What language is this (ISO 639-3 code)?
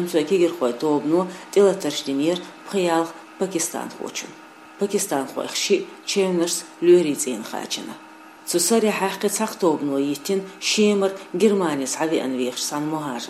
che